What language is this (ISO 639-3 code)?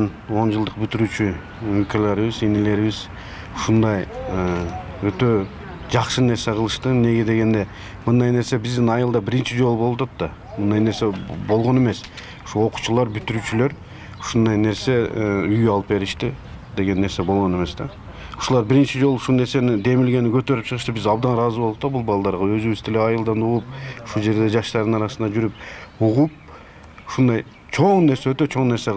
kir